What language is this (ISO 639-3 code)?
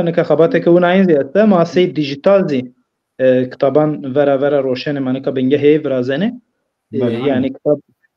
zza